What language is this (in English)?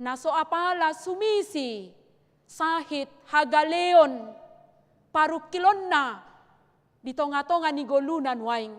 Batak Toba